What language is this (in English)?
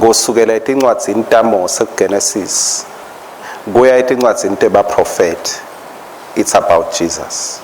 Swati